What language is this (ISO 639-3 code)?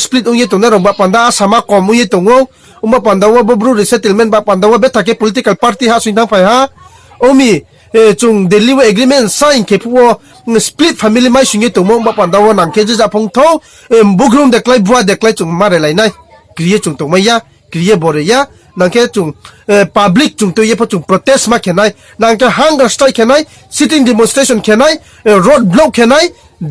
ria